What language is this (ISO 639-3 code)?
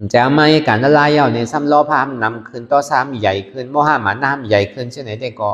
shn